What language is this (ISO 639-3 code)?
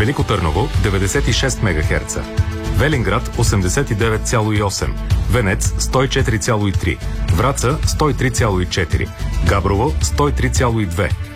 bul